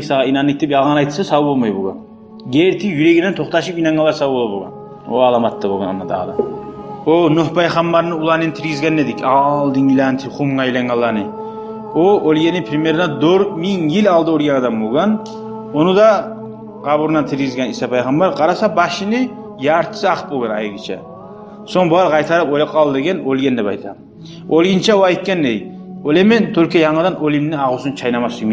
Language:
Kumyk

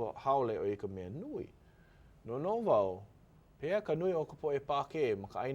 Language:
Hawaiian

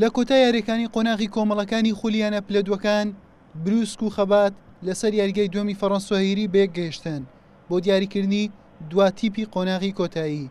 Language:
Central Kurdish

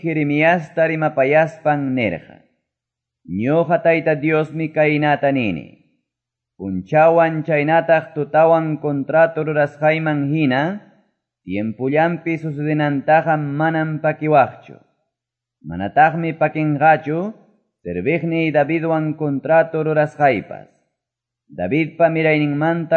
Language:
Quechua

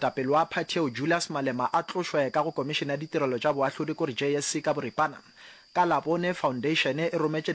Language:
Northern Sotho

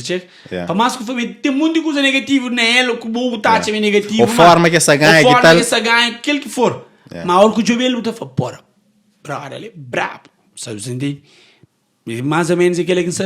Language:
Kabuverdianu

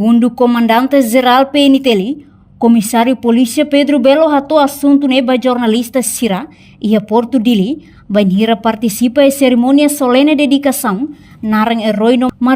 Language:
Tetum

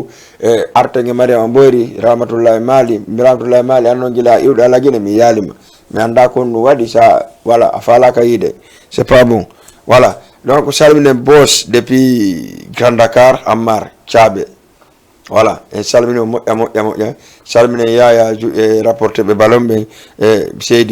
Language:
Fula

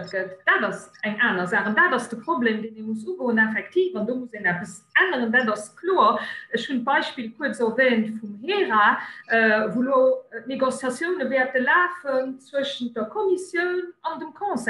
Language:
Luxembourgish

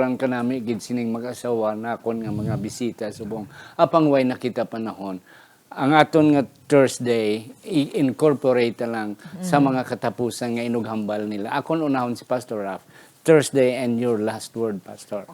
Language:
Hiligaynon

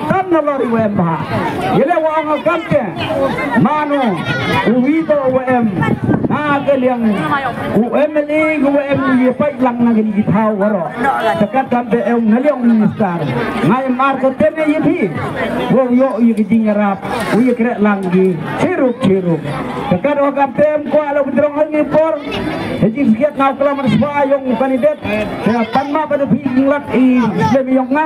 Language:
Khasi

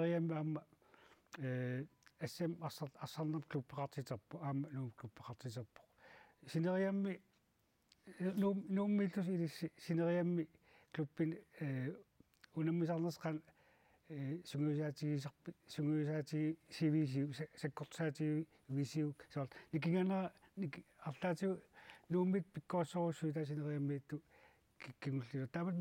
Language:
Kalaallisut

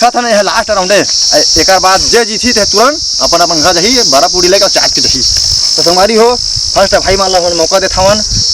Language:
Chhattisgarhi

